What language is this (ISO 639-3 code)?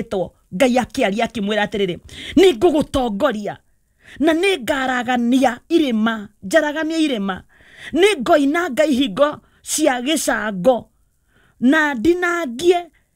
kik